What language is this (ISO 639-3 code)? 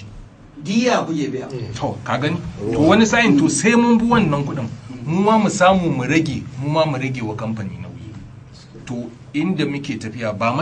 hau